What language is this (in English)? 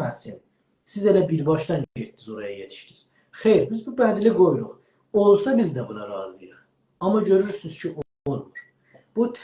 South Azerbaijani